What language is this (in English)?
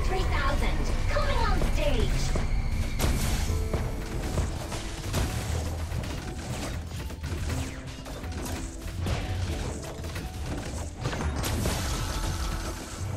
English